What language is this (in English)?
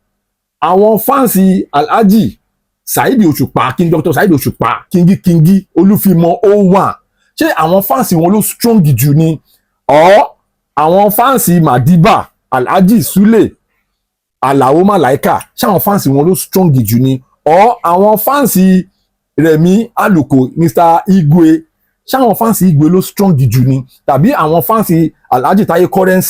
Yoruba